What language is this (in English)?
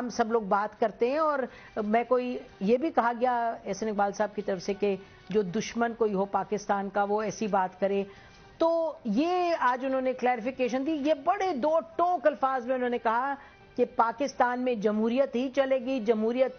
Urdu